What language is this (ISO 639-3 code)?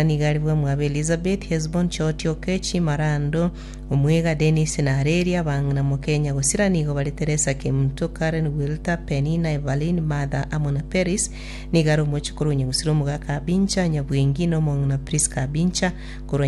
guz